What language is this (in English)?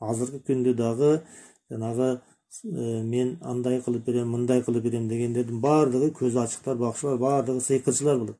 Kyrgyz